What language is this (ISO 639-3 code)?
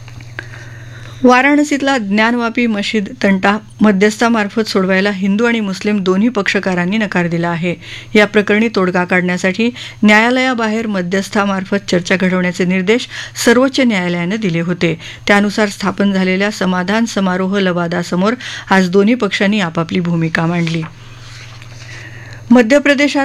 mar